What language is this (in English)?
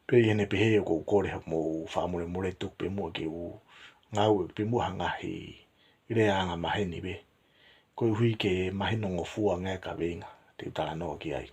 Tongan